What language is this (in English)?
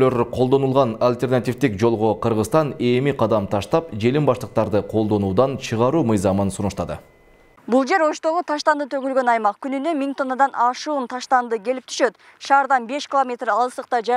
Kyrgyz